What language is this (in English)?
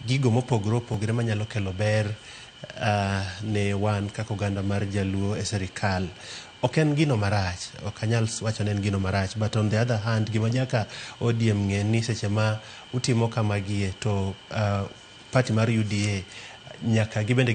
Luo (Kenya and Tanzania)